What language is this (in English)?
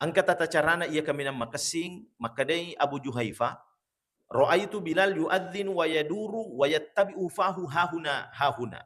Buginese